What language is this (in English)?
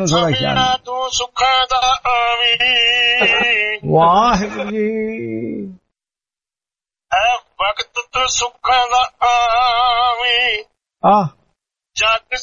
Punjabi